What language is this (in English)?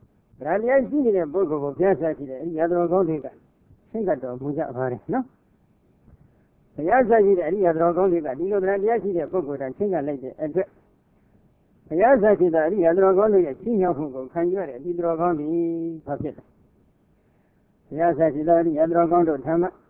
Burmese